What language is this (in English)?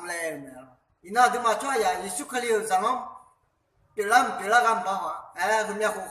Akha